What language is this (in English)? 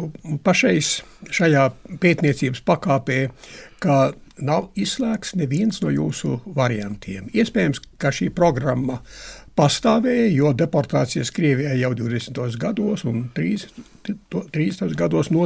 Latvian